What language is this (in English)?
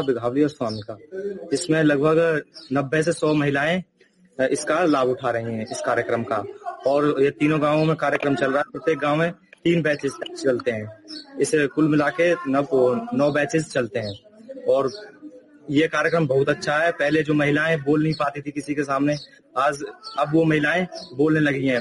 Hindi